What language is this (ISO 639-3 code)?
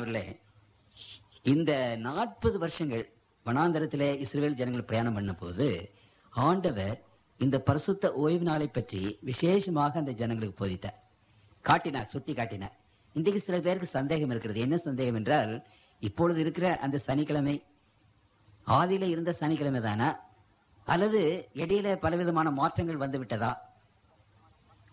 tam